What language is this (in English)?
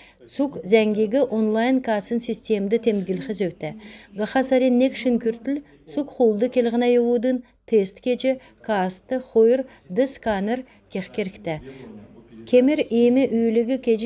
Kalmyk